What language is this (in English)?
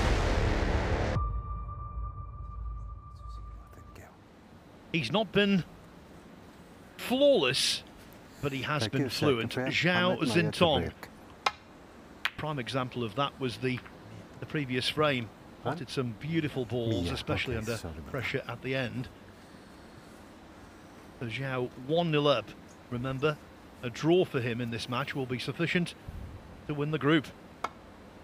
English